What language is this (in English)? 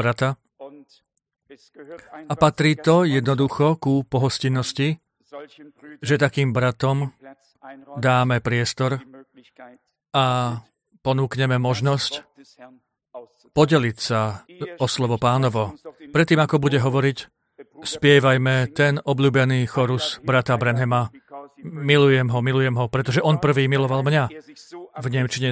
Slovak